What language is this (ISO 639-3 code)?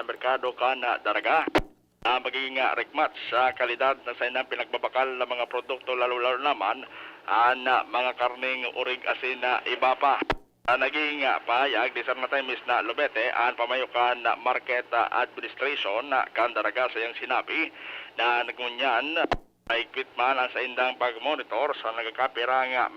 bik